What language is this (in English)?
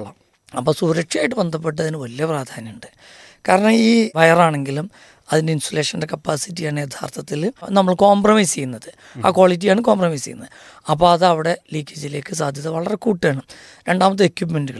Malayalam